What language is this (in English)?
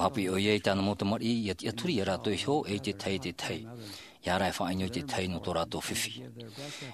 Tahitian